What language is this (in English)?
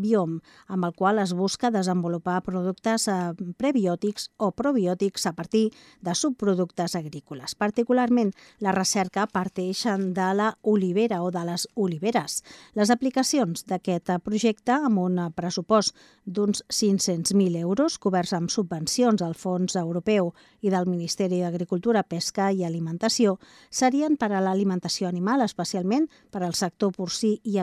Catalan